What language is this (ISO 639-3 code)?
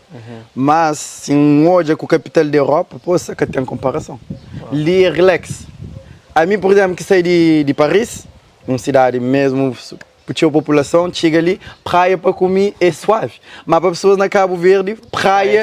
kea